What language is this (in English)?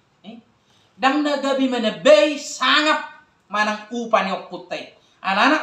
Batak Toba